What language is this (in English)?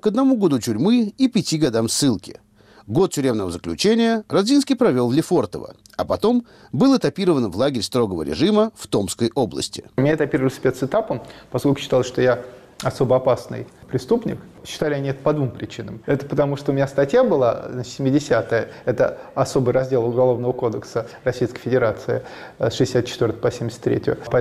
Russian